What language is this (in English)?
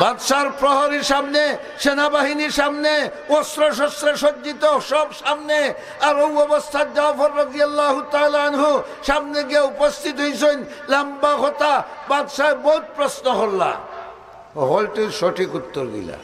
Sylheti